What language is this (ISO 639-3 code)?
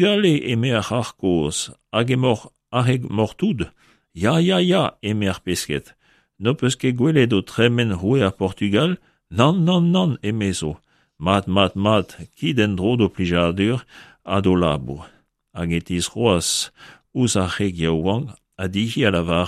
bre